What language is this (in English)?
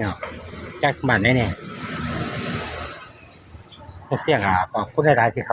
Northeastern Thai